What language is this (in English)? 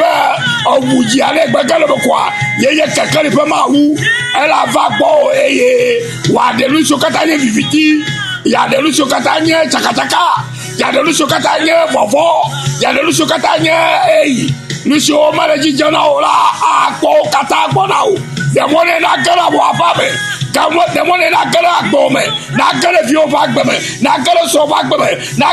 Ewe